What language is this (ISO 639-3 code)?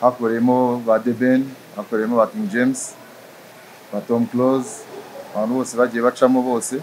kin